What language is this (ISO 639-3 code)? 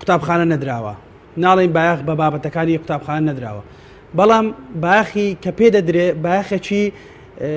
ckb